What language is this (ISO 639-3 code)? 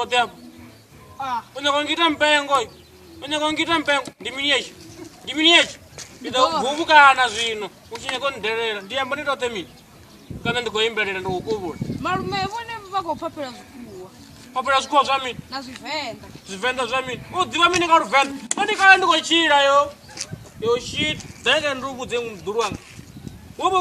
ven